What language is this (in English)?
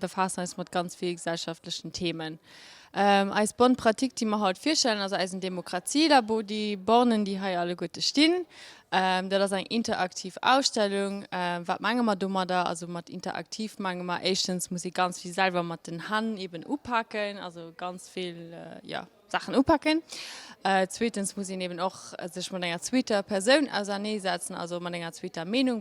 Luxembourgish